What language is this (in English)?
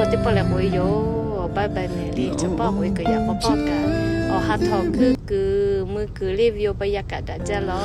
Lahu